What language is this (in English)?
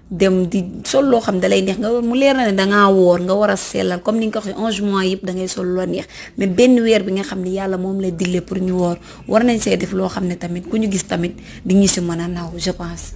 Wolof